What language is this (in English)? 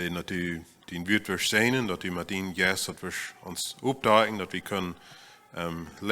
Plautdietsch